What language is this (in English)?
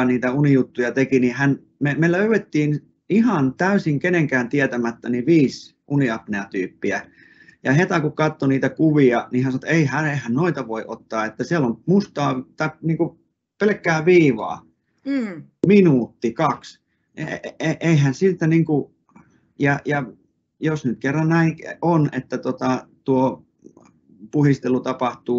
Finnish